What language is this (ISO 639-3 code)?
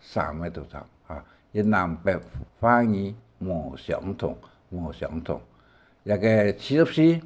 hak